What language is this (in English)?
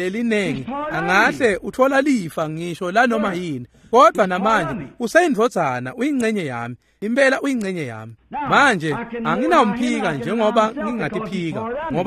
Swati